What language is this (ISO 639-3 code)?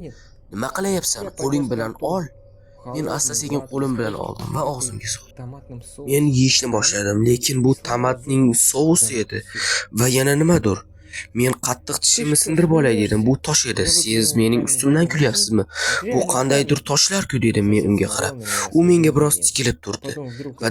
uzb